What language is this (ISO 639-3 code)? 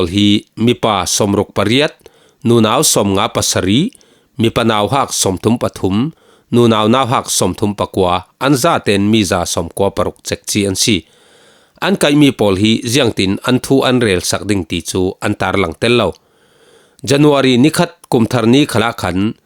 cfm